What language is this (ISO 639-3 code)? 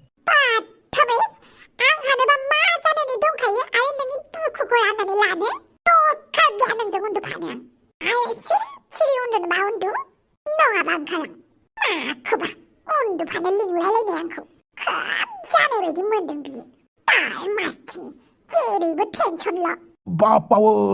brx